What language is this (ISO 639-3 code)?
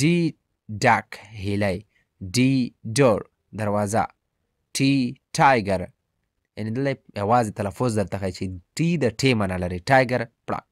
pus